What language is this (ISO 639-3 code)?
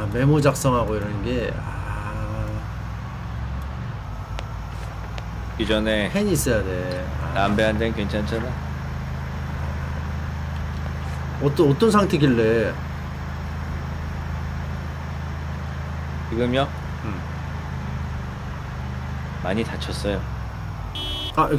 kor